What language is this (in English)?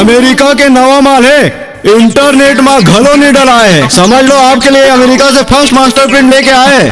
Chhattisgarhi